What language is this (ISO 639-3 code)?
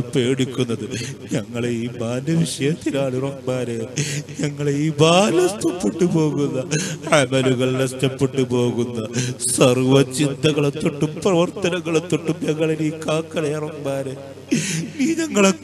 mal